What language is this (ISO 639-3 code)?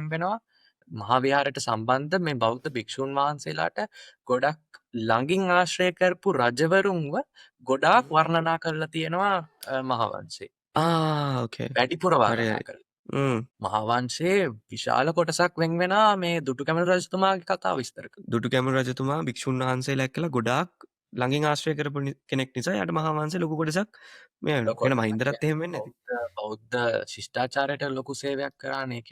sin